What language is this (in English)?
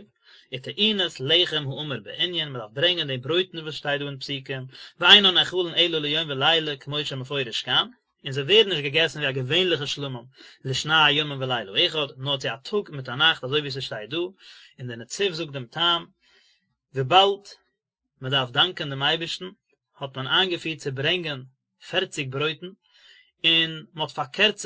Yiddish